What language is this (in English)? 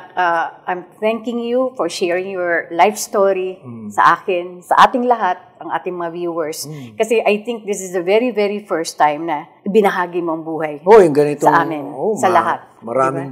Filipino